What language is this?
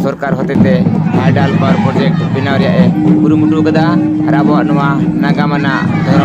Santali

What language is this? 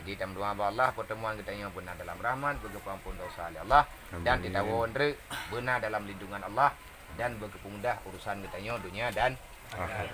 Achinese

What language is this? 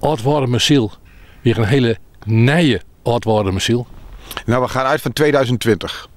Western Frisian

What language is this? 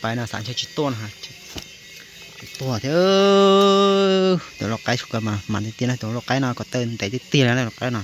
Hmong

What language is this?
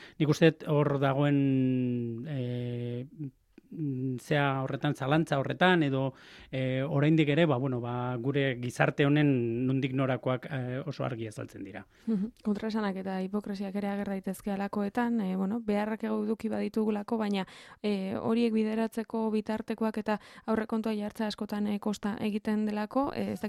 Basque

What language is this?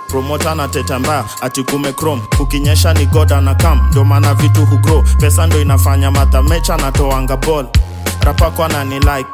Swahili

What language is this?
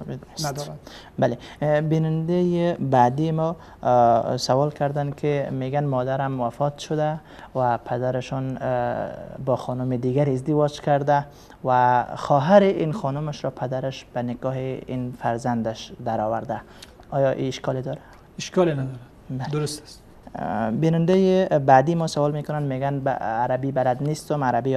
Persian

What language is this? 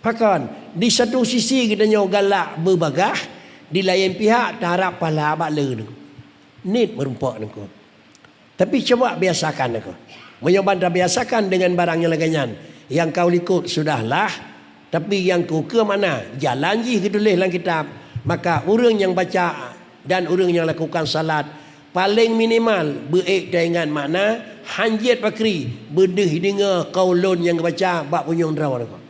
Achinese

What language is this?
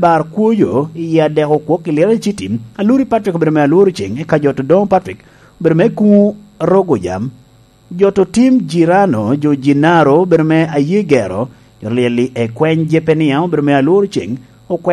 Lango (Uganda)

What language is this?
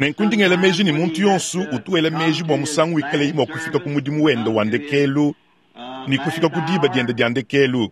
Luba-Lulua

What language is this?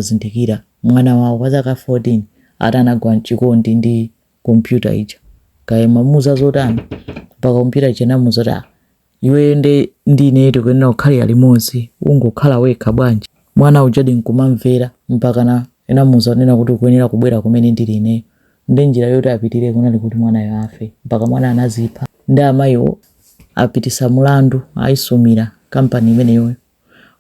Nyanja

